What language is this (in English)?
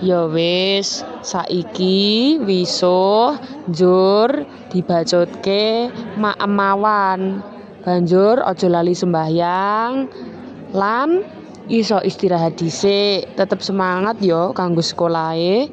Javanese